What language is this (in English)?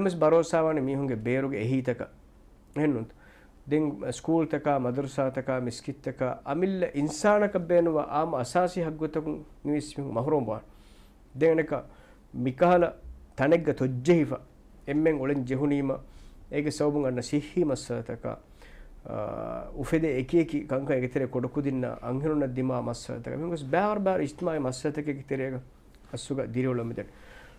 Divehi